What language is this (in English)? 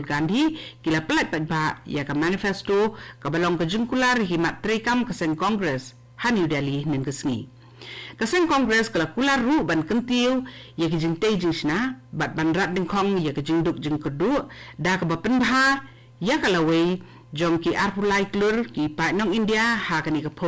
Khasi